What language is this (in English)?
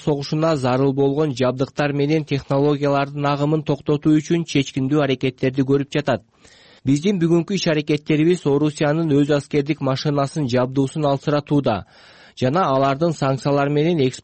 Kyrgyz